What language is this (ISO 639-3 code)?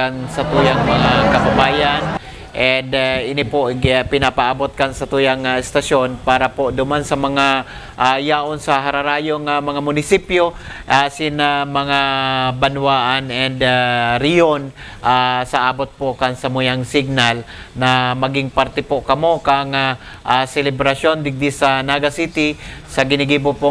bik